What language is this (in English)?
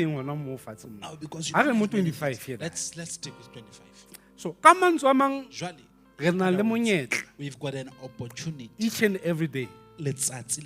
Southern Sotho